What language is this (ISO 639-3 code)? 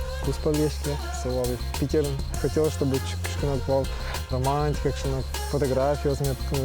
udm